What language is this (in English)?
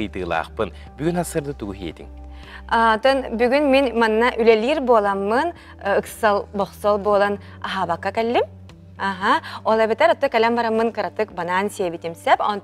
Yakut